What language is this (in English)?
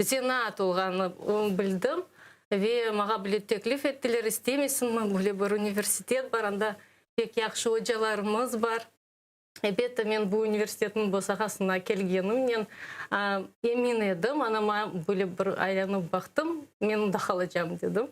Crimean Tatar